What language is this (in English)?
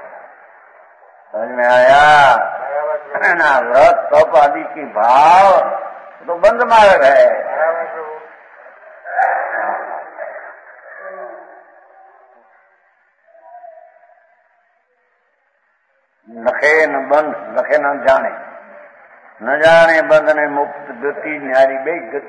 Hindi